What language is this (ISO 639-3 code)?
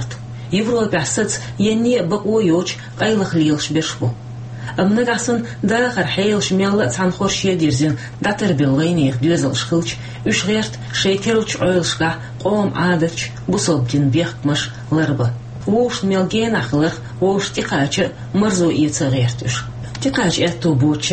che